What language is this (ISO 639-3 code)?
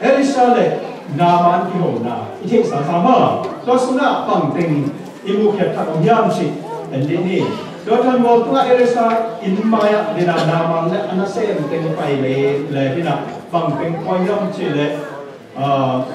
ctd